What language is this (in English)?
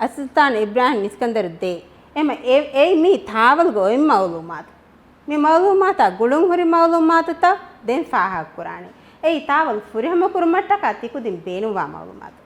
Divehi